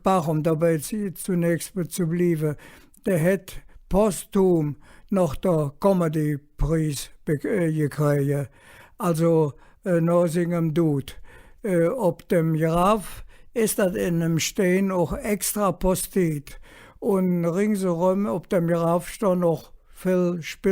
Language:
Colognian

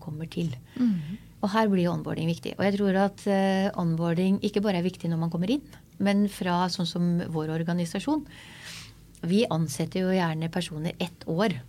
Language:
Norwegian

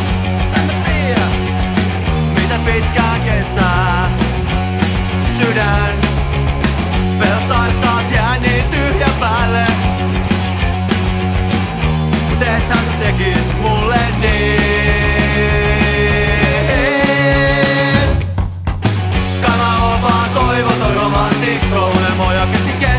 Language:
Finnish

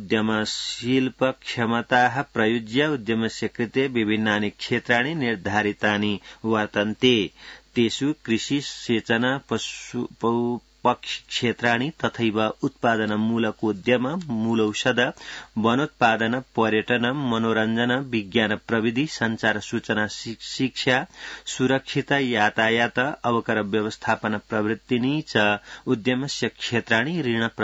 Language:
Sanskrit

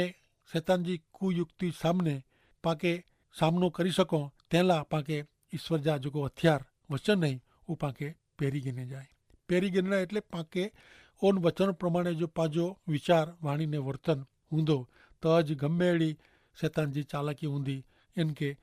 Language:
Kachhi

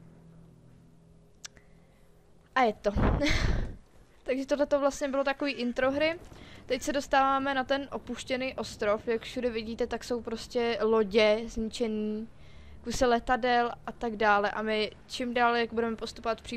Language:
Czech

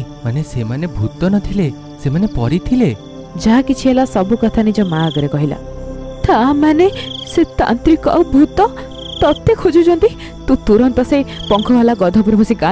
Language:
Odia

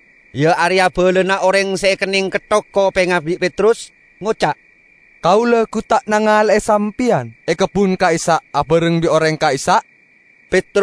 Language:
Madurese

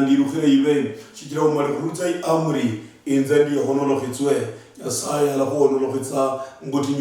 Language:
Luyia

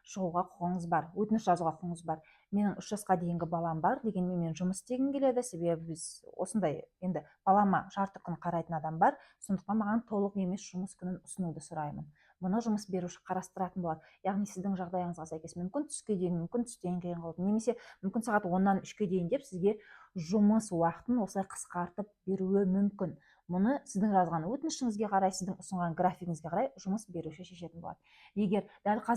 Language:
Kazakh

